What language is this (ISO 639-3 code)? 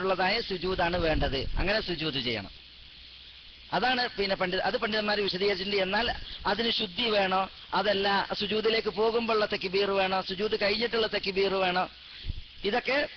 mal